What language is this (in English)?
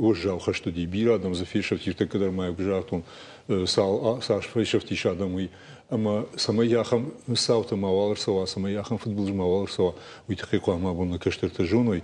Ossetic